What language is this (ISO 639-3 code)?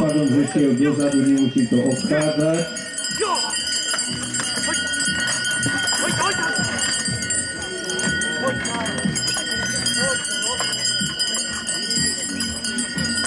slk